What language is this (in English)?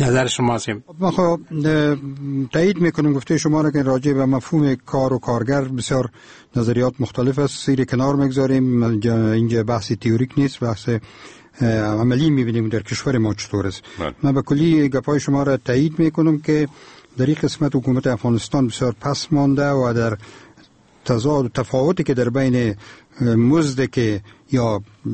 Persian